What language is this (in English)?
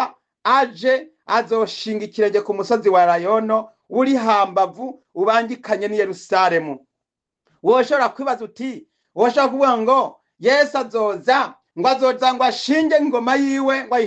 Rundi